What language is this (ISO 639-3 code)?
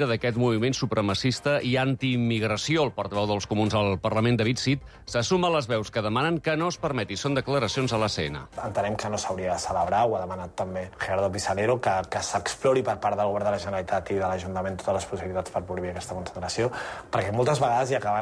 cat